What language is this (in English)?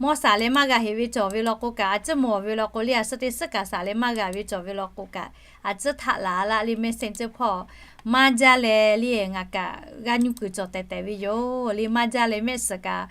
Lahu